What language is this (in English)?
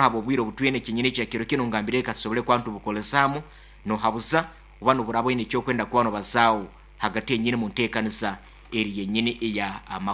Nyankole